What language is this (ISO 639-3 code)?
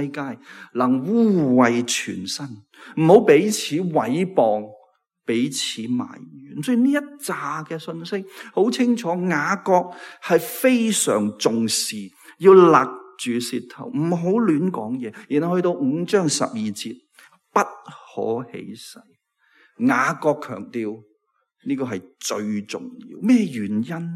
yue